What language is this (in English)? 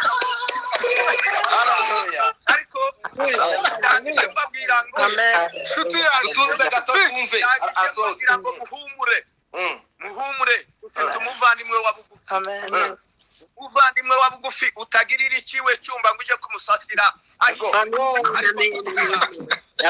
Kinyarwanda